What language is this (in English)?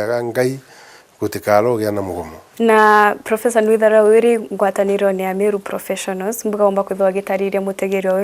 Meru